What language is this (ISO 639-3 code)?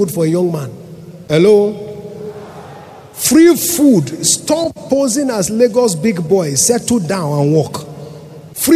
eng